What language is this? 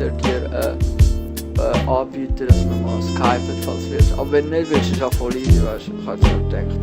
Swiss German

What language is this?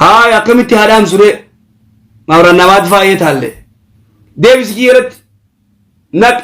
Oromo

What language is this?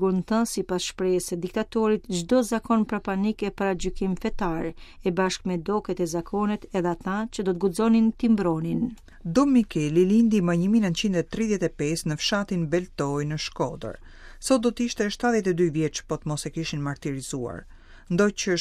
Albanian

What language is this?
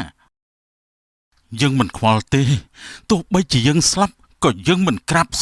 Khmer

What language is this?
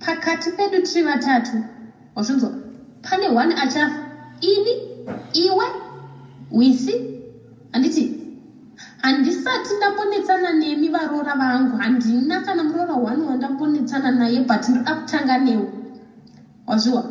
Shona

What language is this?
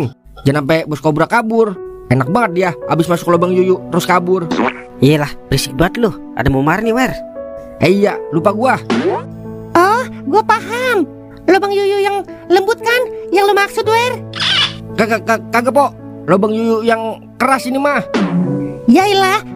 Betawi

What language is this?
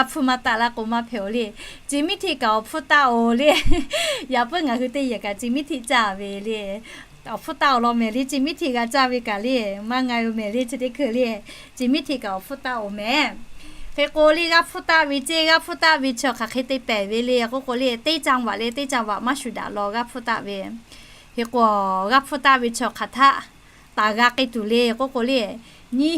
Lahu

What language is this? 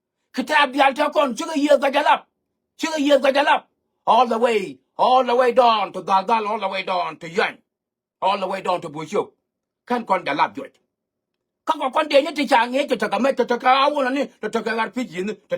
Nuer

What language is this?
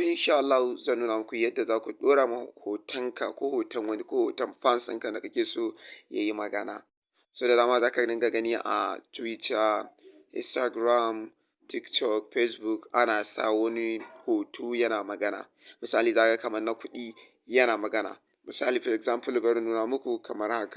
Hausa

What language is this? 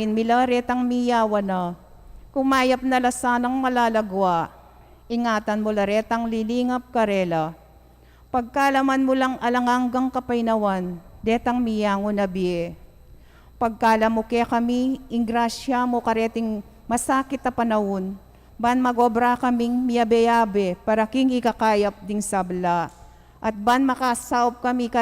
Pampanga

